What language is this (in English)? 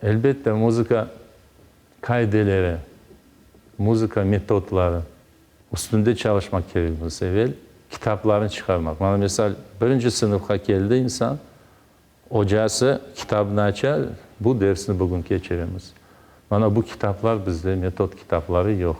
Crimean Tatar